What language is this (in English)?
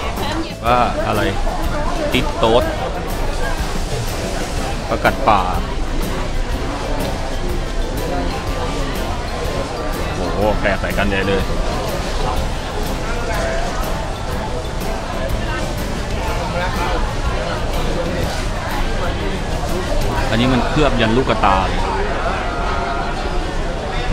Thai